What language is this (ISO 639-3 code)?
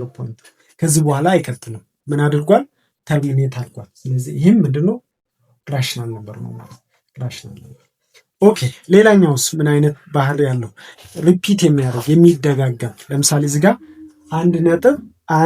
amh